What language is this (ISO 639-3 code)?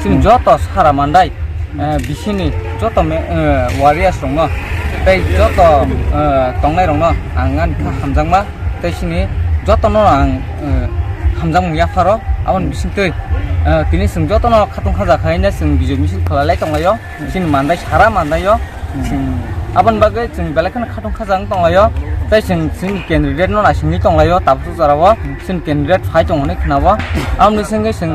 trp